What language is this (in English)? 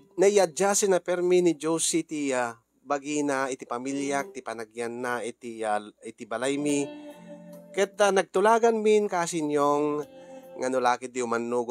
Iloko